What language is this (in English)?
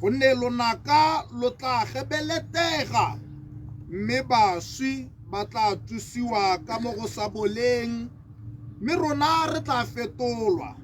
Tswana